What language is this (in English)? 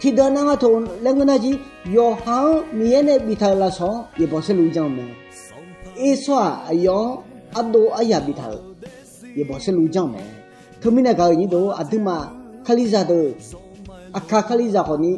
Akha